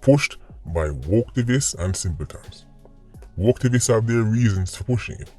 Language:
Jamaican Creole English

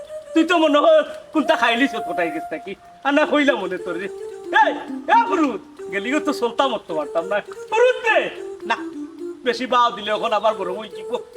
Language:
Sylheti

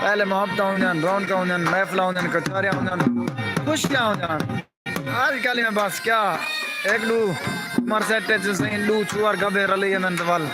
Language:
Saraiki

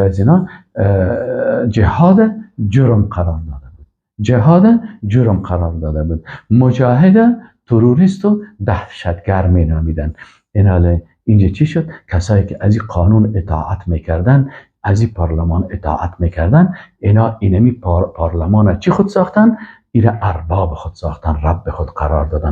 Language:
Persian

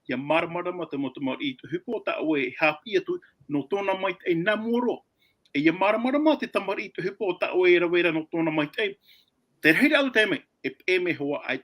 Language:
Tahitian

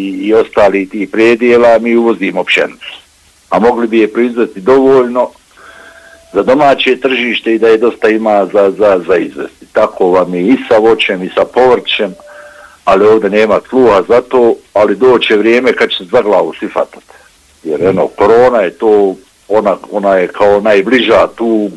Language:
Bosnian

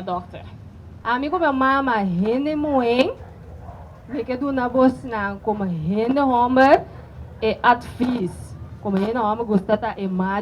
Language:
Papiamento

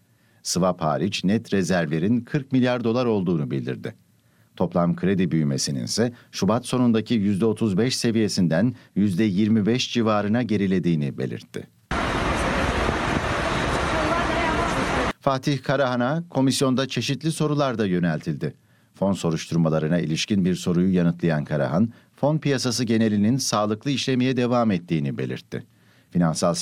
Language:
Turkish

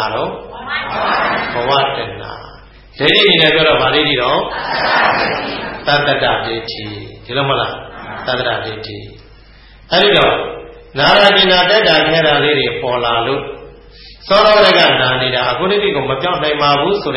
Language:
Burmese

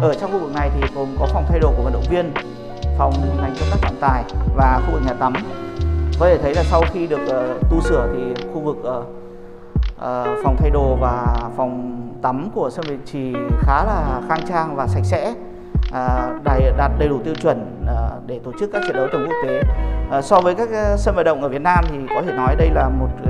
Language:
Vietnamese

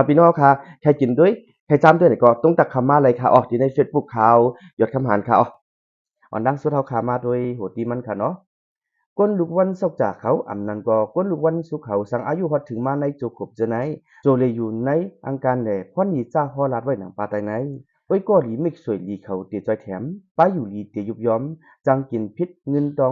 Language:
Shan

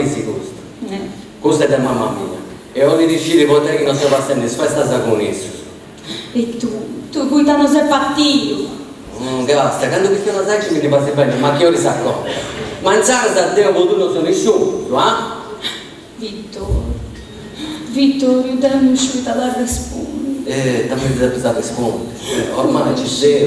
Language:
Sardinian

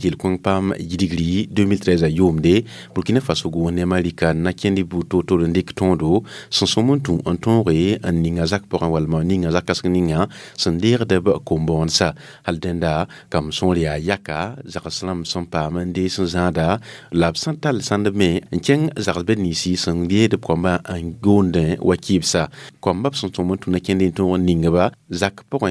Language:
Mossi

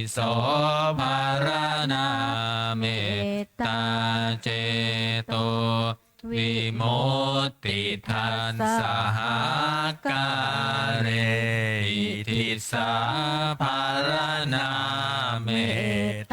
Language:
Pali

